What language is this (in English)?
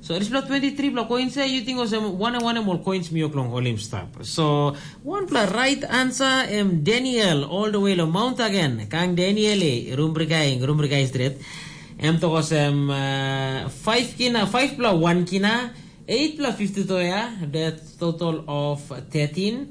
Tok Pisin